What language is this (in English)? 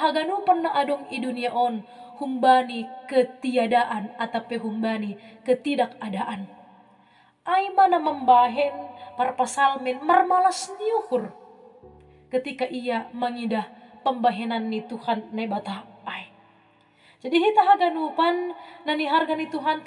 Batak Simalungun